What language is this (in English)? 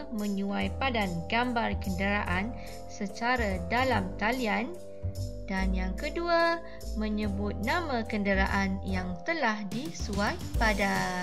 Malay